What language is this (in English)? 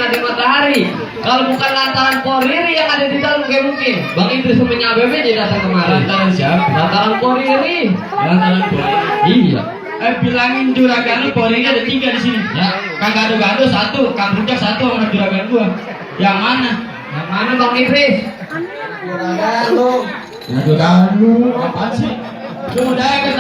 Betawi